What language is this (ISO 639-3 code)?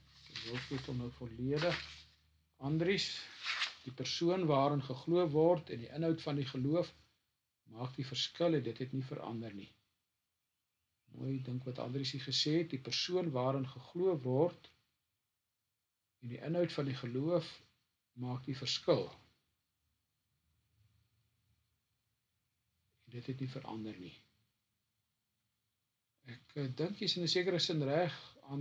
afr